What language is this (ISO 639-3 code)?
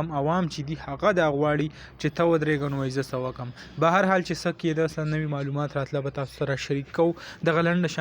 pus